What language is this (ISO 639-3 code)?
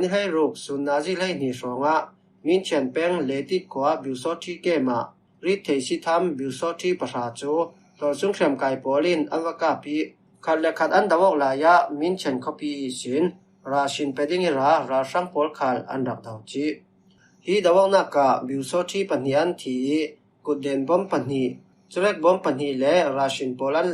cfm